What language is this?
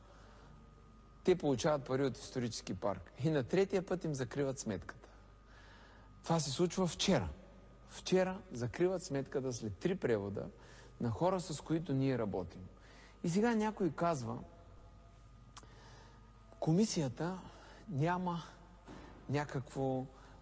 Bulgarian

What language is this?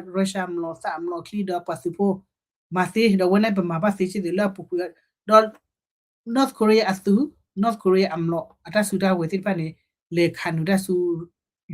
S'gaw Karen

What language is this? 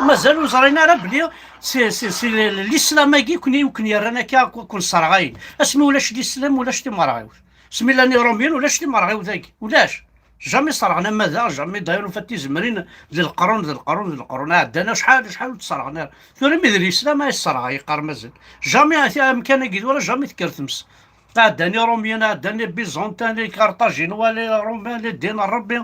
Kabyle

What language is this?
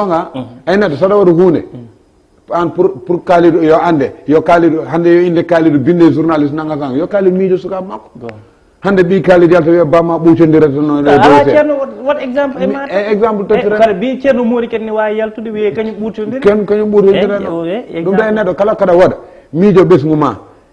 Fula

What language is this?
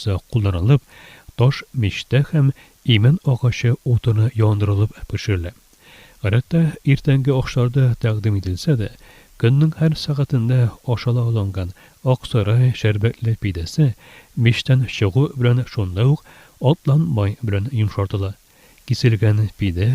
Tatar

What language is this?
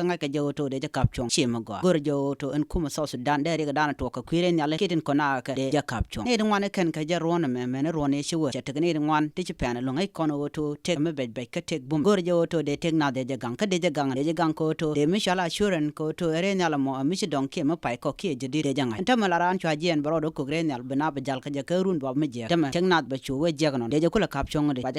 Nuer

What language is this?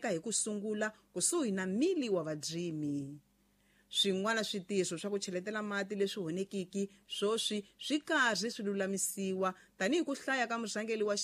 Tsonga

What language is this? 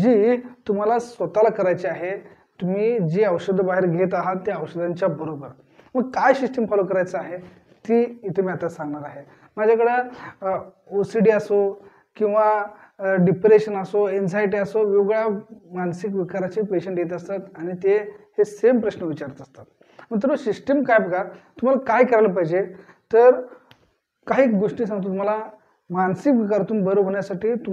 Marathi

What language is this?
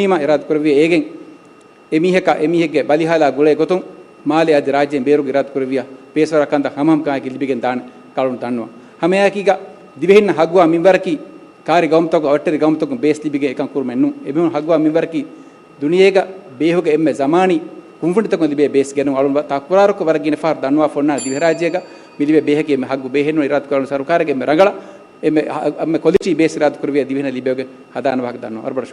Divehi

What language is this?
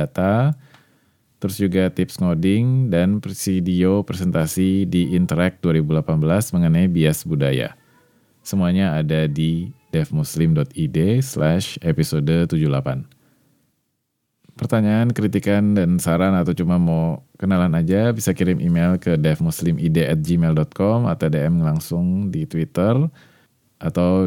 Indonesian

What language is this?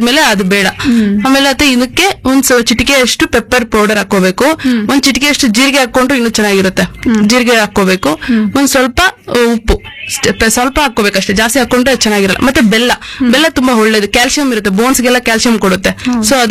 Kannada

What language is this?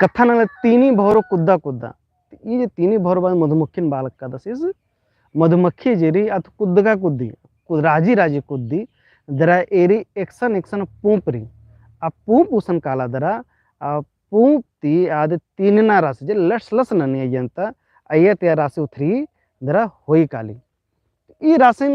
Kurukh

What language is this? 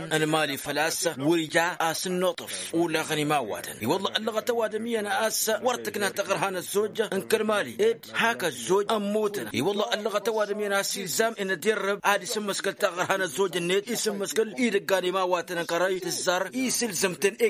Tamasheq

